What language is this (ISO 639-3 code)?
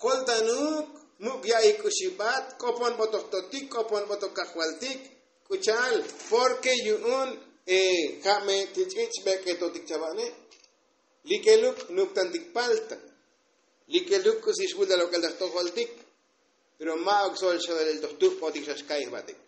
tzo